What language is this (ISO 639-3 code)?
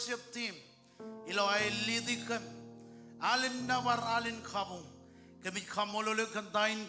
mah